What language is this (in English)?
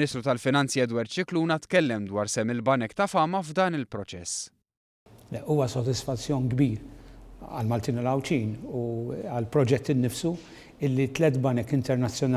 Maltese